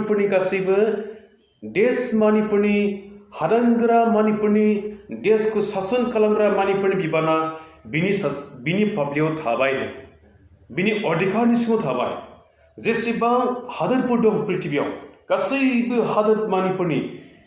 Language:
Bodo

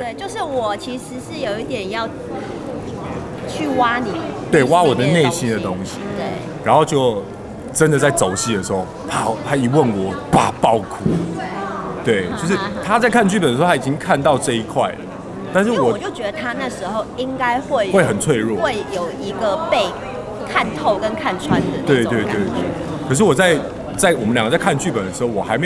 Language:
Chinese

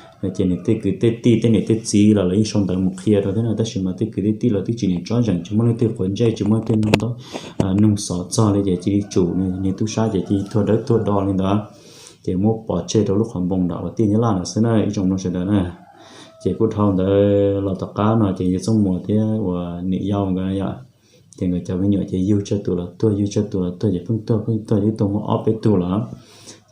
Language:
Hmong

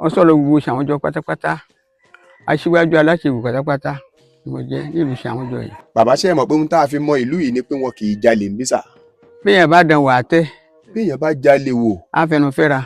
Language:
Yoruba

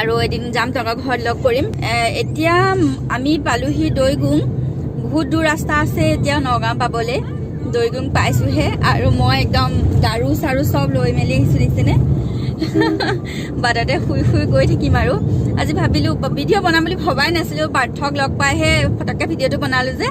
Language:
Assamese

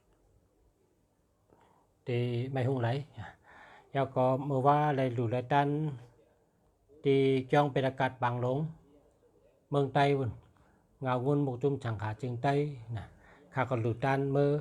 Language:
Shan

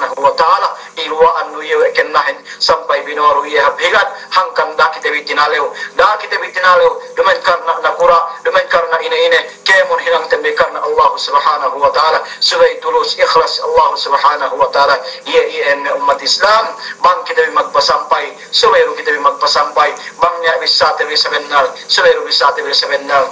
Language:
Yakan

